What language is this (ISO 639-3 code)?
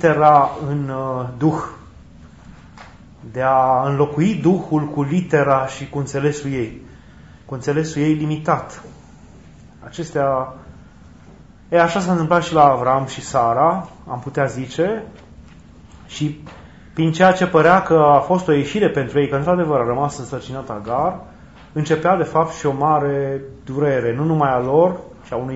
ron